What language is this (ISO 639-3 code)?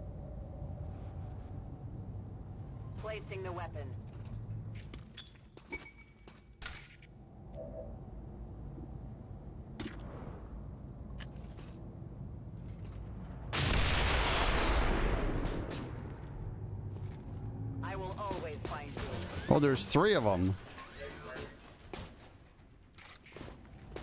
eng